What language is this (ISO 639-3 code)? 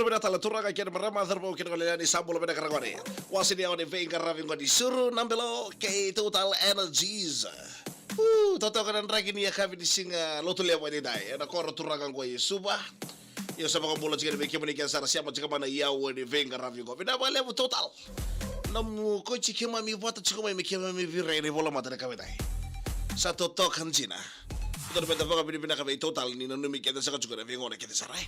fij